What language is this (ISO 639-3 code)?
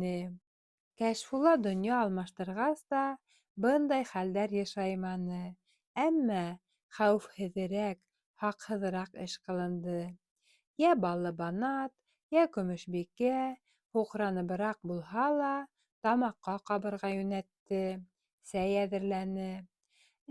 bak